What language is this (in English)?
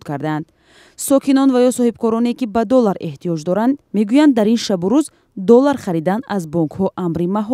Tajik